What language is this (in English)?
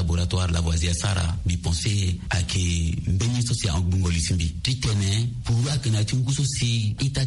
Sango